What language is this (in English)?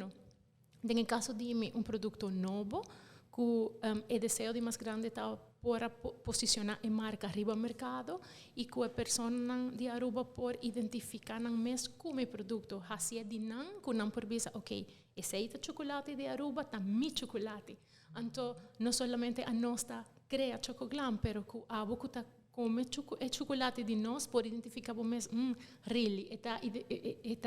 Papiamento